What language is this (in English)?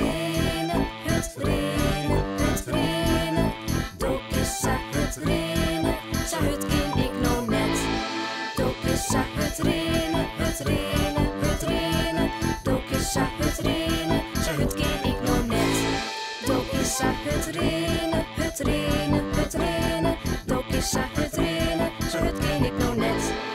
Western Frisian